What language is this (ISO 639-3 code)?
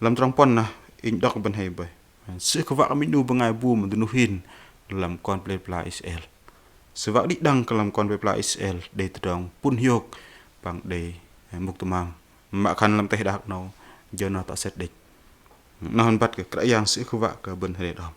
bdq